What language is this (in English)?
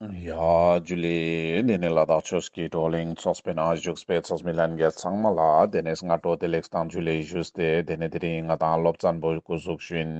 Ladakhi